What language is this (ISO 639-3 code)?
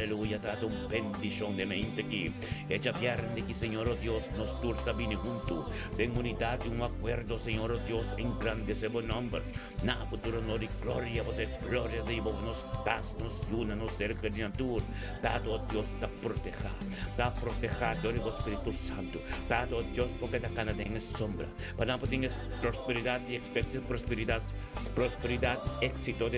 pap